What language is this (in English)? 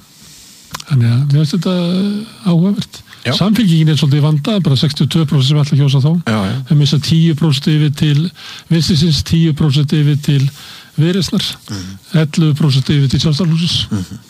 Icelandic